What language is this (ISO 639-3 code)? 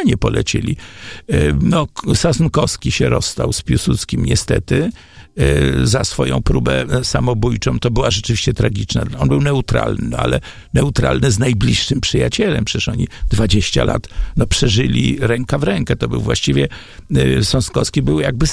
pol